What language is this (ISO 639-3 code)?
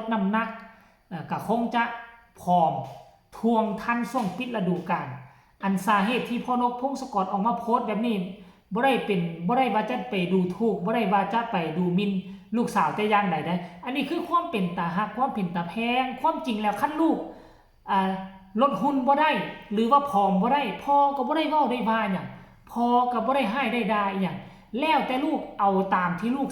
lao